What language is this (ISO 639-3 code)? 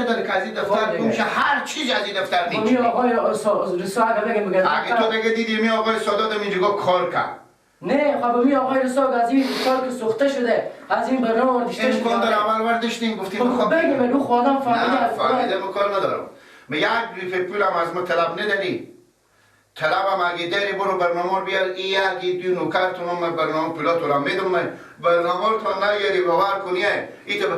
fas